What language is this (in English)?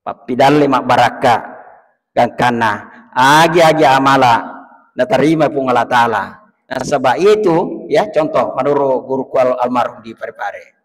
Buginese